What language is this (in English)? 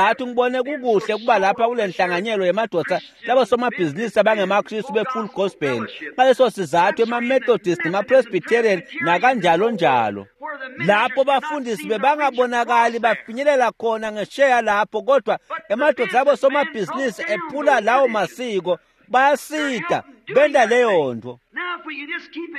Swati